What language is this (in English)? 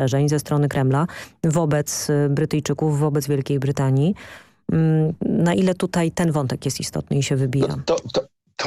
Polish